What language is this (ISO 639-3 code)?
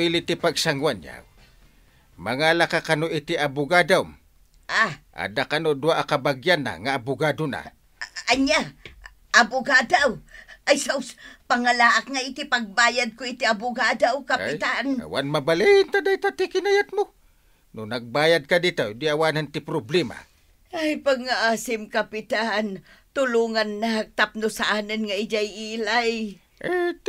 ilo